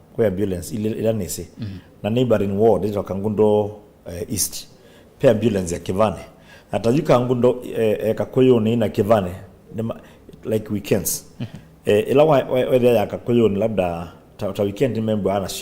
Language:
Kamba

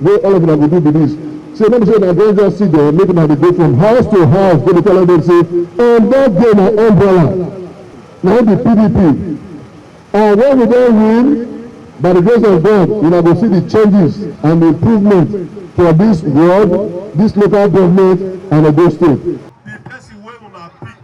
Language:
Nigerian Pidgin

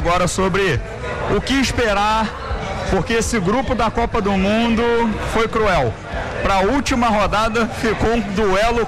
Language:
Portuguese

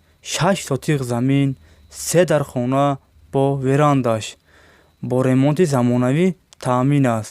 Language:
Tajik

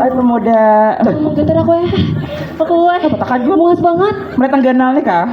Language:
Banjar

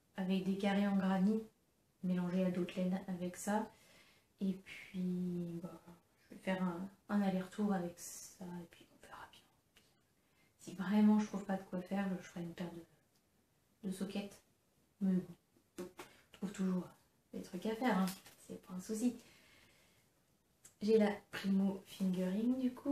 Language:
French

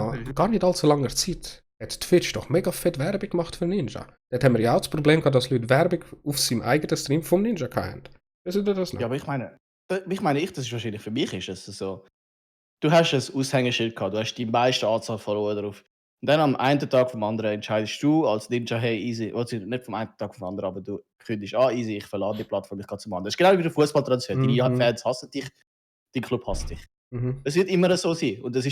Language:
Swiss German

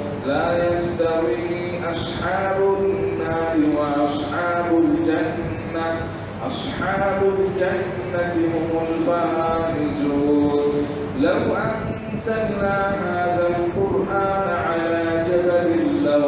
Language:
Bangla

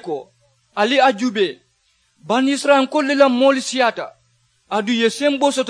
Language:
Mandingo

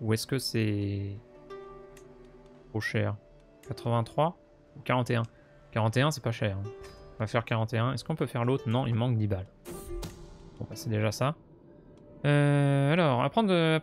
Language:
French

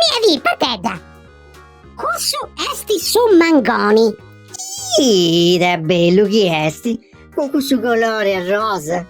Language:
Sardinian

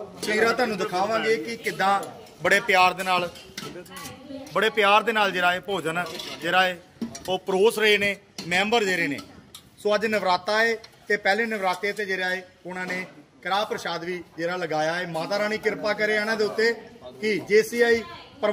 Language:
Punjabi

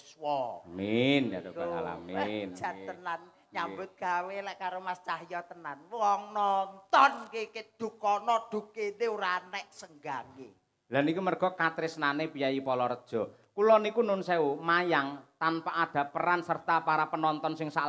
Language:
Javanese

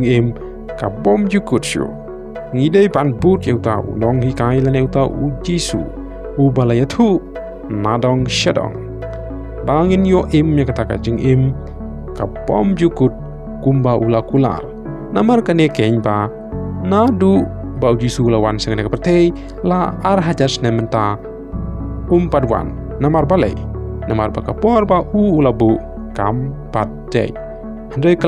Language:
Khasi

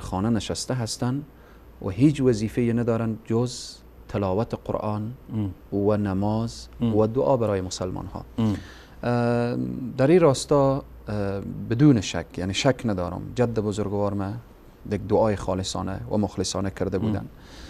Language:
Persian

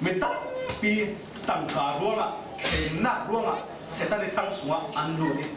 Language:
Falam Chin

